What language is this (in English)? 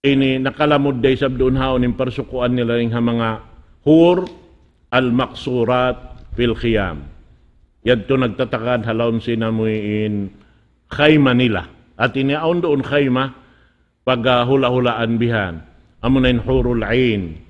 Tausug